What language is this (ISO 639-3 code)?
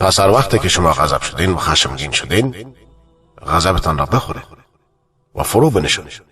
fas